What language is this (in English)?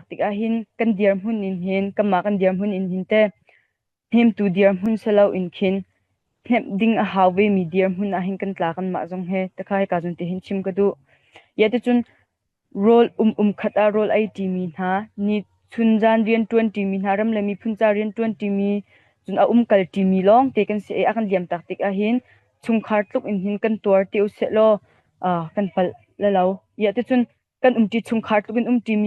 Hakha Chin